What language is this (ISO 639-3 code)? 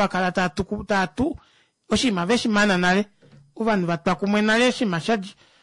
kua